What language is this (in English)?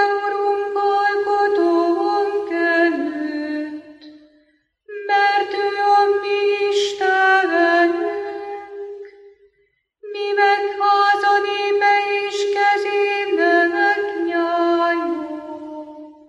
Hungarian